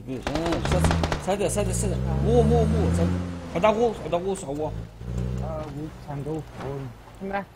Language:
Ingush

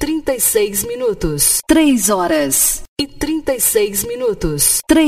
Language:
Portuguese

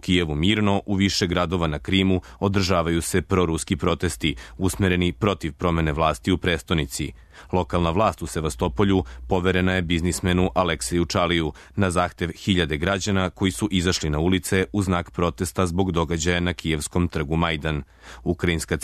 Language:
Serbian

